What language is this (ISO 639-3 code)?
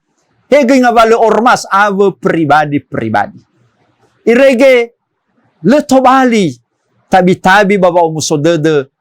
nia